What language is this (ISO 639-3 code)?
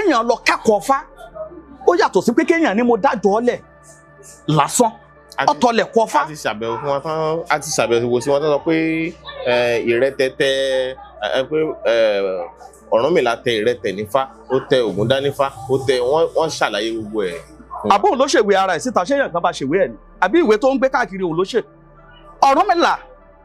yor